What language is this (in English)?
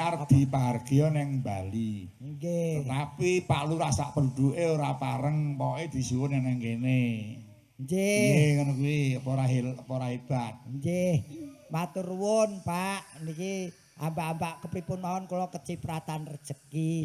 Javanese